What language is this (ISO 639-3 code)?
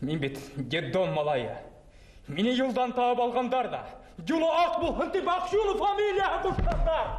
bak